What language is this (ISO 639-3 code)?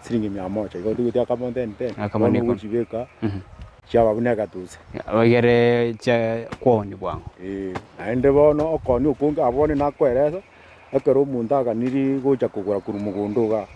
guz